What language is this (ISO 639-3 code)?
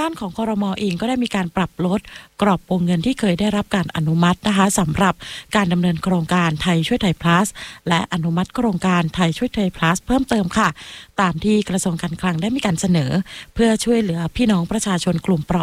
tha